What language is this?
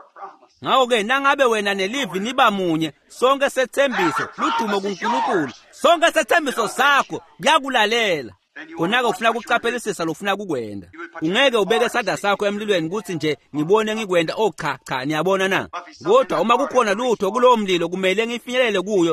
Swati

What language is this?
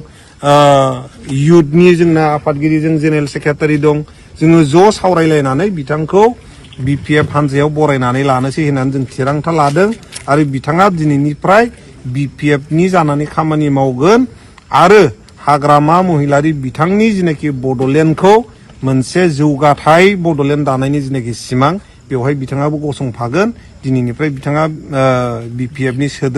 Bodo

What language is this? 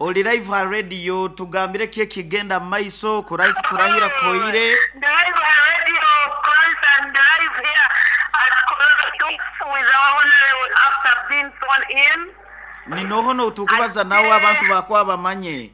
Nyoro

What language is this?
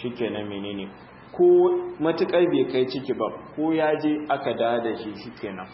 Hausa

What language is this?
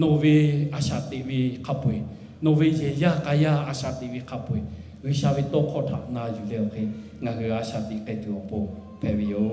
Lahu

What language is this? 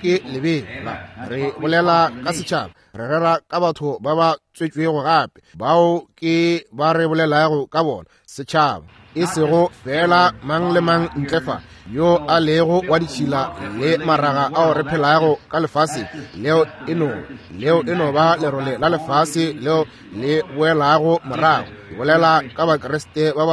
Northern Sotho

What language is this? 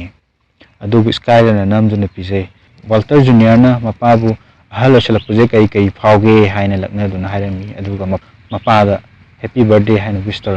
Manipuri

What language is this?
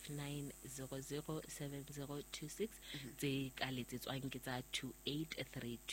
Southern Sotho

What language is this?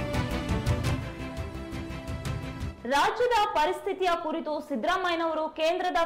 Kannada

